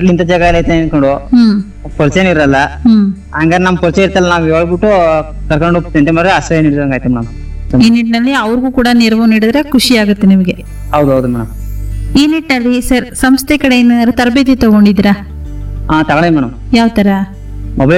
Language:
Kannada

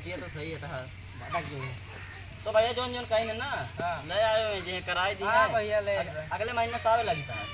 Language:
Awadhi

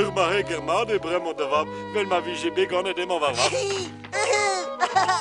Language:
Breton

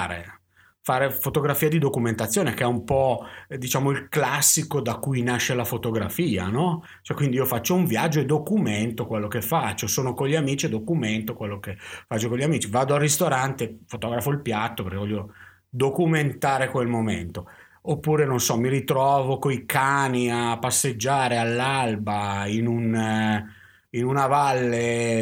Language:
Italian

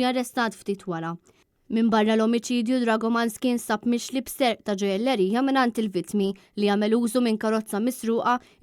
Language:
Maltese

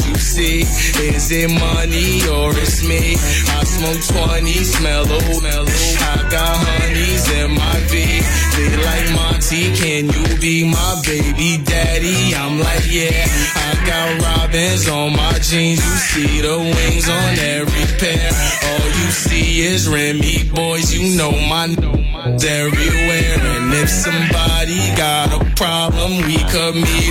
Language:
English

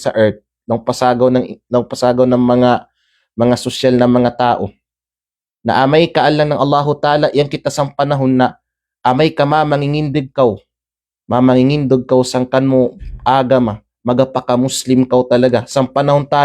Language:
Kalagan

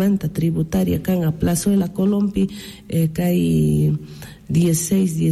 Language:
Quechua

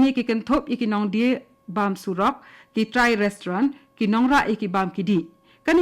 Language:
Khasi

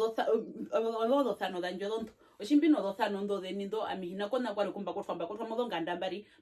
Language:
Herero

